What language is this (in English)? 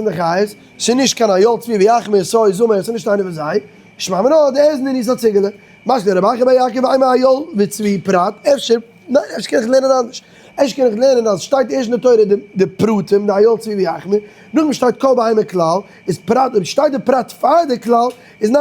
Yiddish